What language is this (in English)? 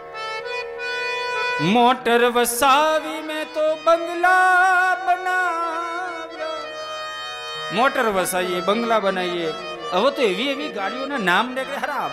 Gujarati